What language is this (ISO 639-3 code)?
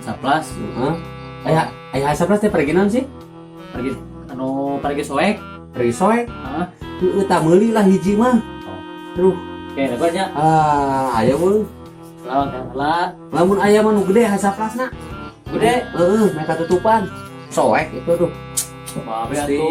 sun